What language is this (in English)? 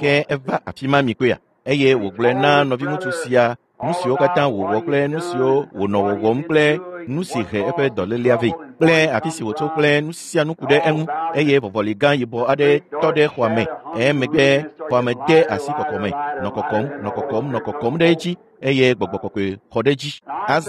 Ewe